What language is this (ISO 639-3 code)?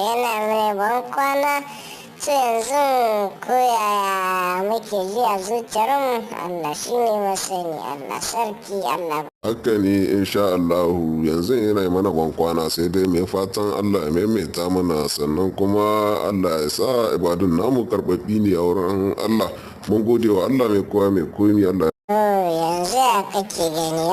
hau